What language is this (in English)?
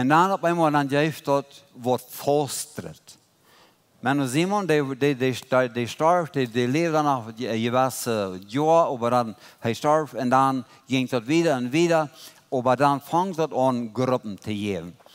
Plautdietsch